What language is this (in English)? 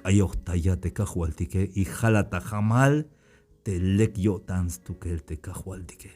Tzeltal